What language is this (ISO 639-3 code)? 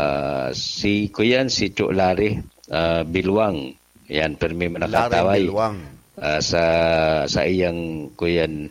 bik